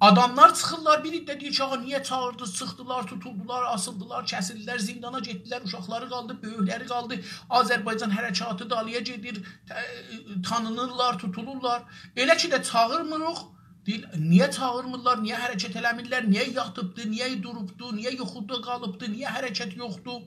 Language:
South Azerbaijani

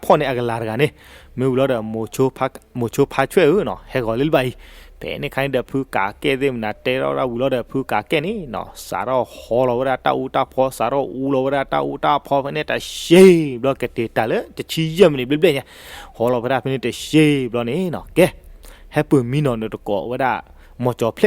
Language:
S'gaw Karen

